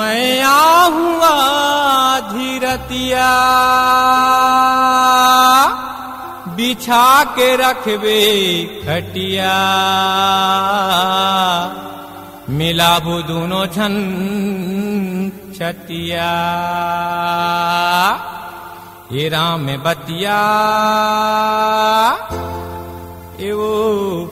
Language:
Chhattisgarhi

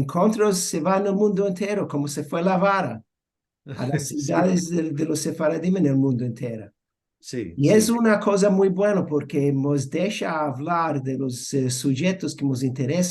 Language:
Ladino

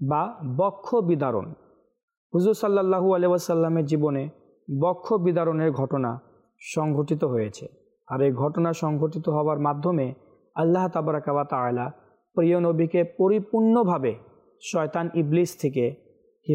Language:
Bangla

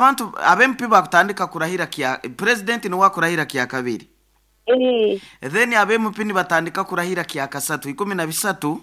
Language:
Nyoro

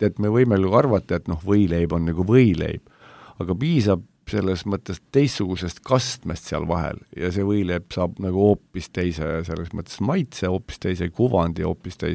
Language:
Estonian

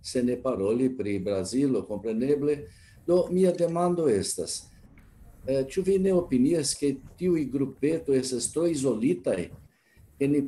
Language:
Esperanto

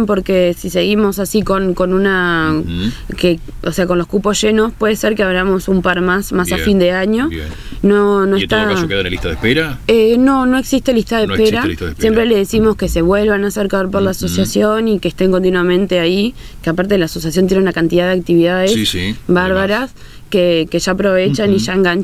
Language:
Spanish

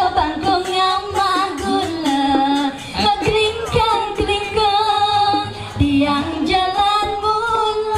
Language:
Balinese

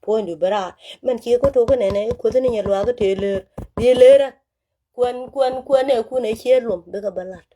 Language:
Nuer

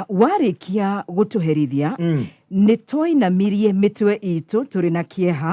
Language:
Kikuyu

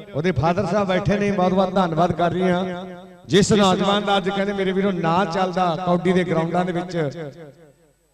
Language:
Punjabi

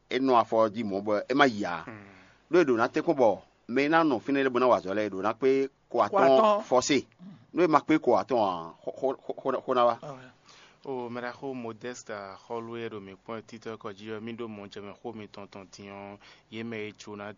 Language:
Fon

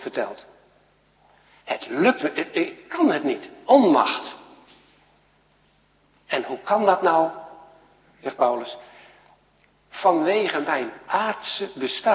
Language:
Dutch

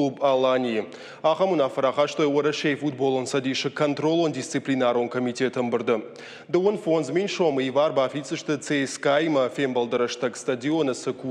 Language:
Ossetic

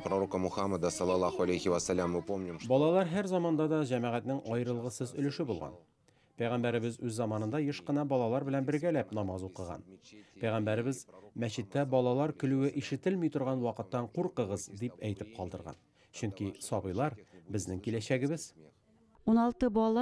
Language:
Tatar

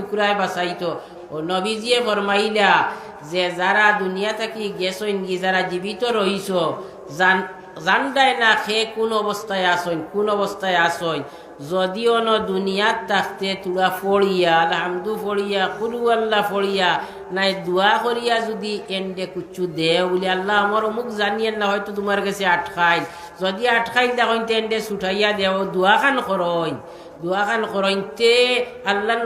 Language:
Sylheti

